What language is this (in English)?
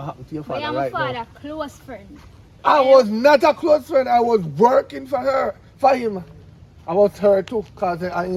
Jamaican Creole English